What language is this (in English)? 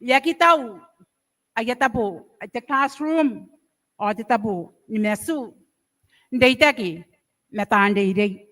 Gilbertese